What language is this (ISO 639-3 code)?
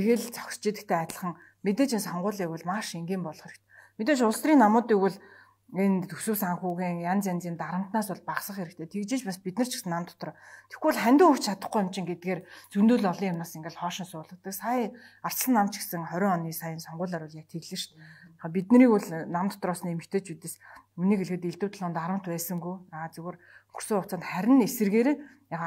mon